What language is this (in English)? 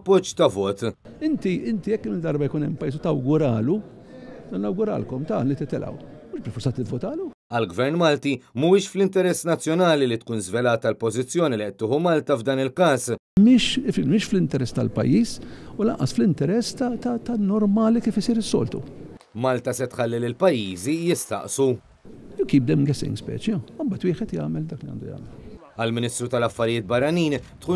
Maltese